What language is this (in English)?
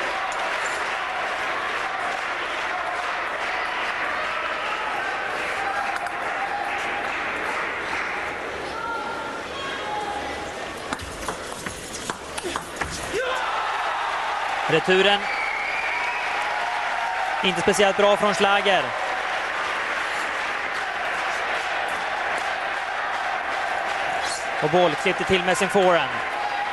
Swedish